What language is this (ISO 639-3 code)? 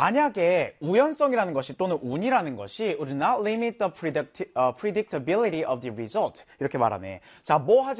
kor